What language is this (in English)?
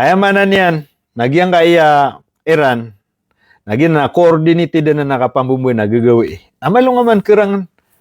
Maranao